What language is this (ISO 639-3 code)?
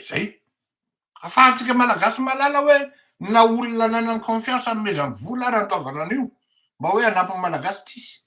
mlg